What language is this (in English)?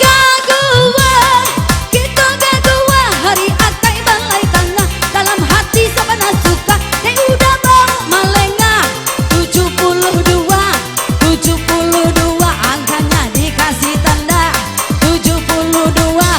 Minangkabau